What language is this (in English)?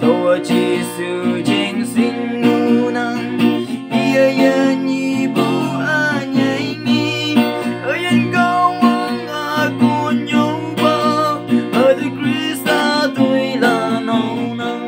Naga Pidgin